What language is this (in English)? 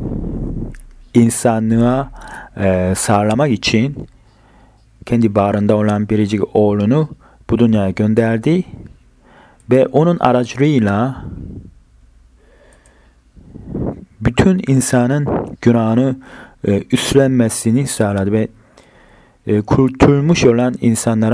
Turkish